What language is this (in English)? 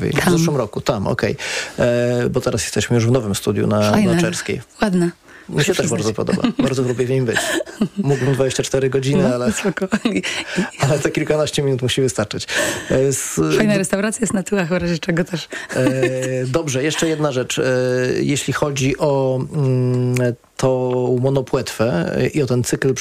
Polish